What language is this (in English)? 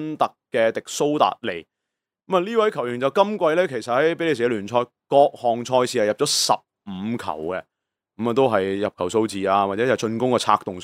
Cantonese